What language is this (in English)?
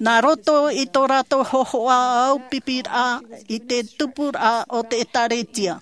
Tahitian